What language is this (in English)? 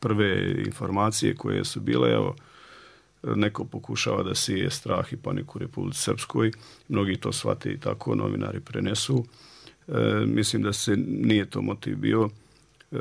Bosnian